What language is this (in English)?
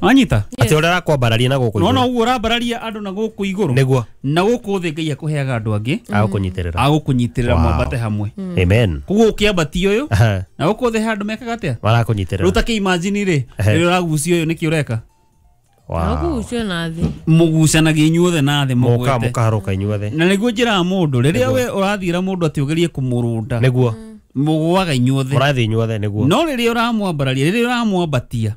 Kikuyu